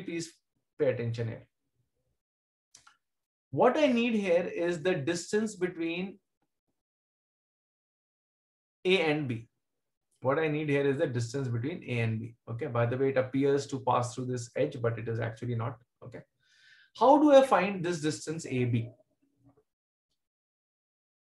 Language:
English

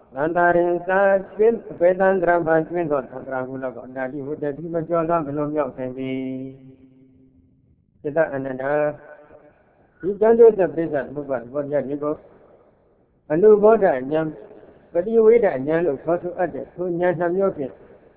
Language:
Burmese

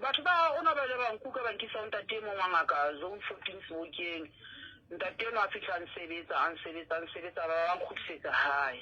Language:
Southern Sotho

